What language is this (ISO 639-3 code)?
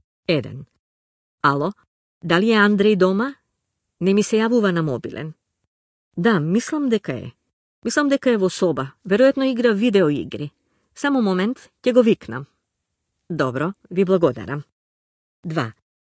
mkd